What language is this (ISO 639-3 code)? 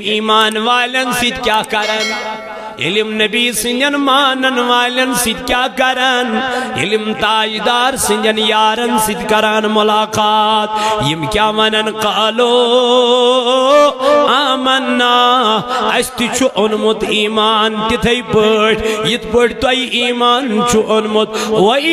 kas